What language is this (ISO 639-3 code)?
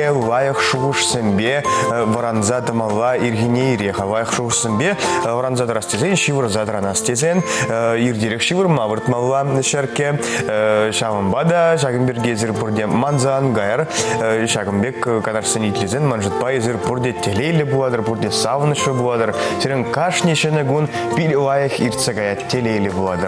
chv